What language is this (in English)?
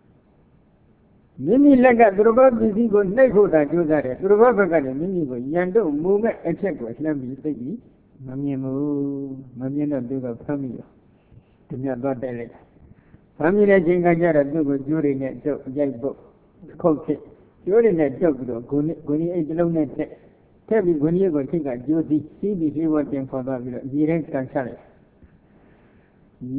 Burmese